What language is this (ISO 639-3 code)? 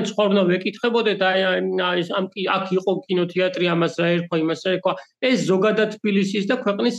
kat